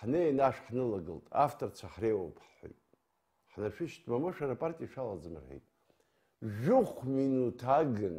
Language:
Abkhazian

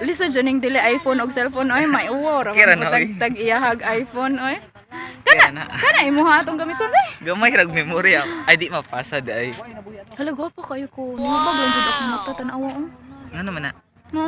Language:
Cebuano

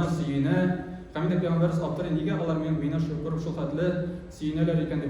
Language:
Tatar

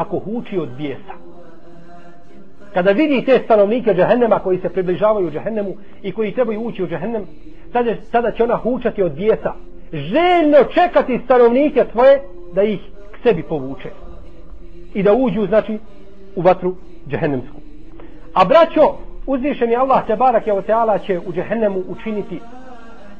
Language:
Bosnian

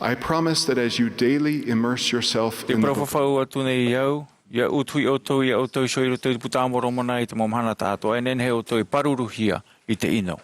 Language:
Tahitian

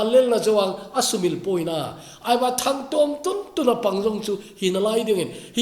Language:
Thado Chin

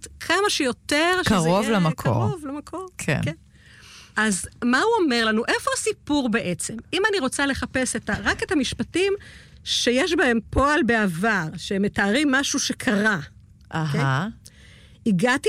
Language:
Hebrew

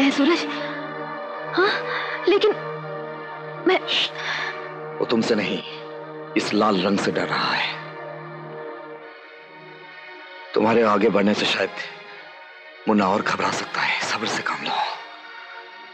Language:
Hindi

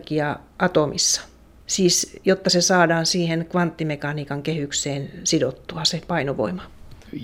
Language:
Finnish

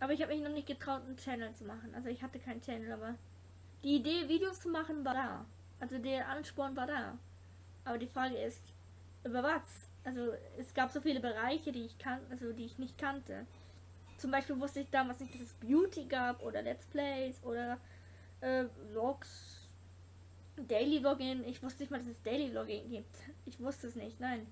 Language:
Swiss German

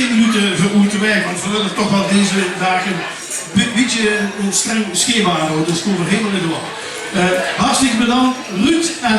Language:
Limburgish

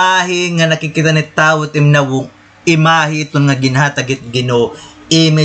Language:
Waray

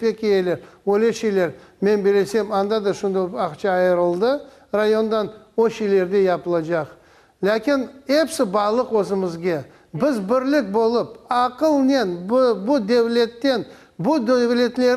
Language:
Crimean Tatar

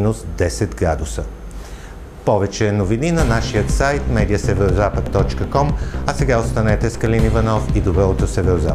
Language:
Bulgarian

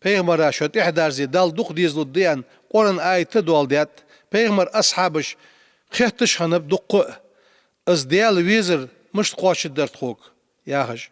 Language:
Ingush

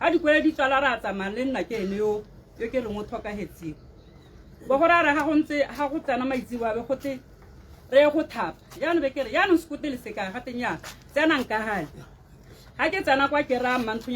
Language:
Tswana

